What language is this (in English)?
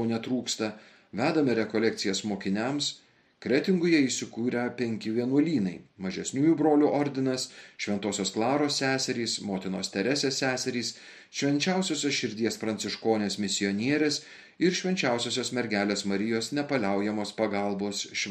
Lithuanian